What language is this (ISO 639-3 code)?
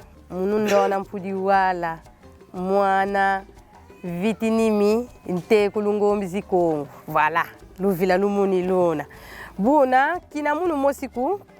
kon